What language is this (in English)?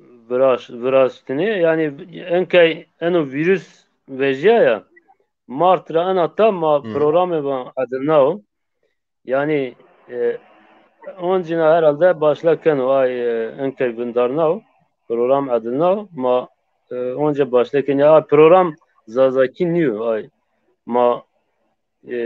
Zaza